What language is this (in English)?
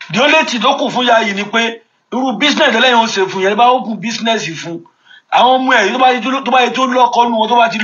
Yoruba